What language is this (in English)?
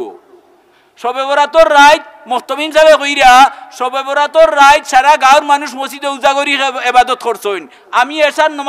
Sylheti